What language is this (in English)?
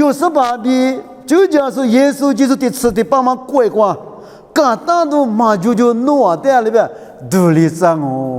Lisu